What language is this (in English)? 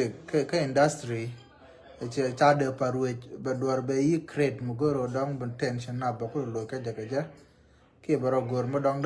Nuer